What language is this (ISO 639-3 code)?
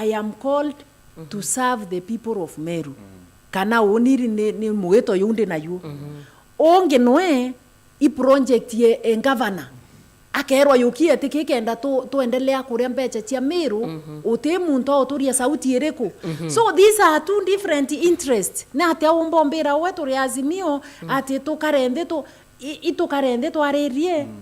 mer